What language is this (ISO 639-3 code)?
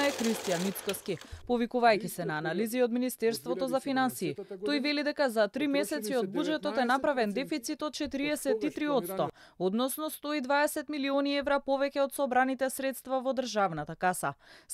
mkd